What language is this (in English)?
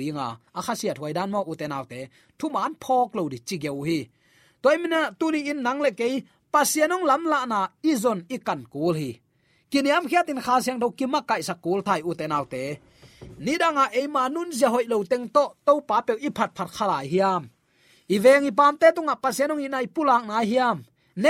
Tedim Chin